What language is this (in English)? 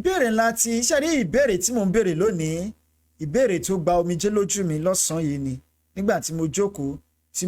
Yoruba